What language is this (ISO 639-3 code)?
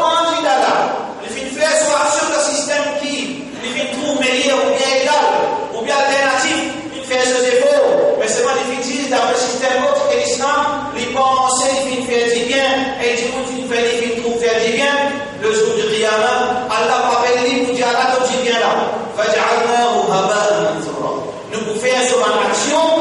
mfe